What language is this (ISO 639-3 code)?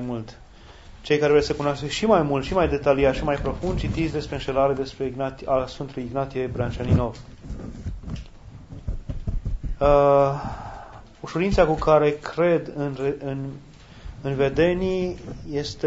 ron